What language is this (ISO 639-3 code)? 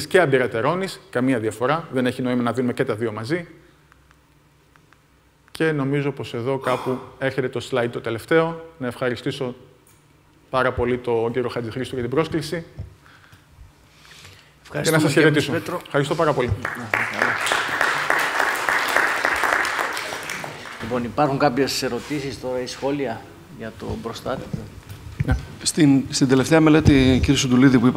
ell